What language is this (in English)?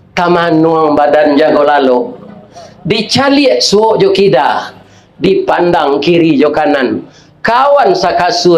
Minangkabau